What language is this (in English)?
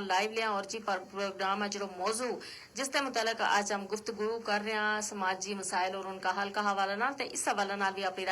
Gujari